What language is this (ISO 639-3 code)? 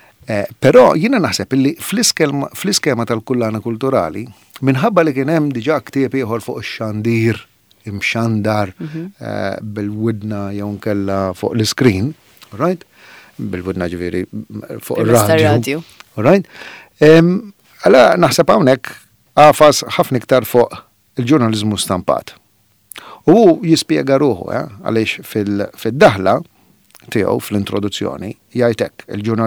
mlt